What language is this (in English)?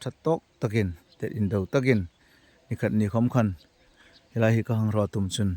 Hmar